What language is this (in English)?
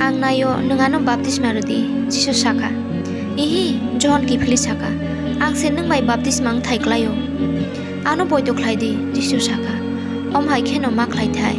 Kok Borok